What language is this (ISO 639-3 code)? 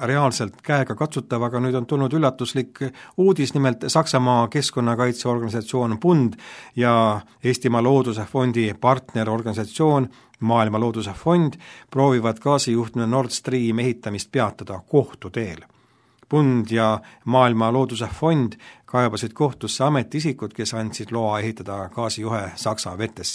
est